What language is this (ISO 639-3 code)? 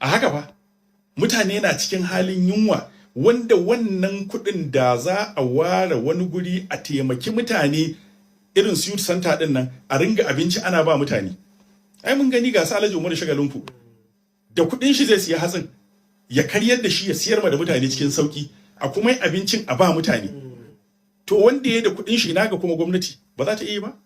hau